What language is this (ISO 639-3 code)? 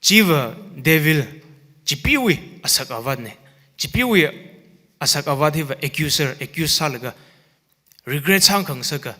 nmf